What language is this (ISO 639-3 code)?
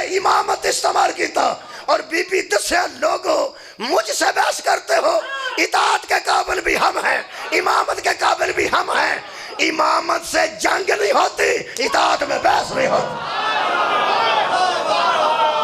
urd